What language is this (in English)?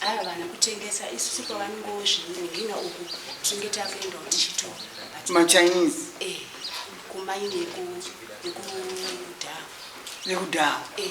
Shona